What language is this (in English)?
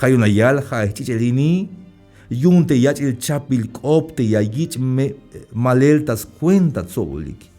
Tzeltal